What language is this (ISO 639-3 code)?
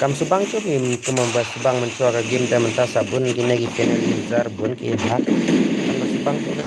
kha